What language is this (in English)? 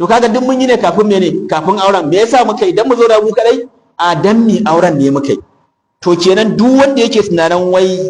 Hausa